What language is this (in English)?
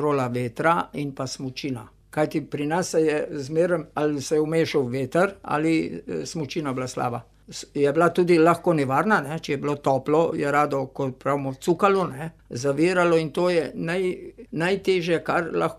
Slovenian